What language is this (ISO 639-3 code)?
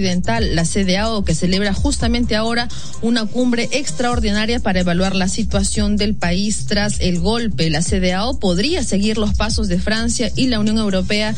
spa